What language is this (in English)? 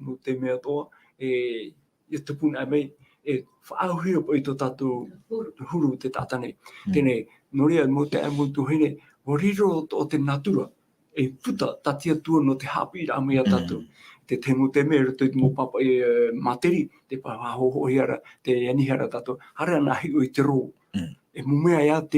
Tahitian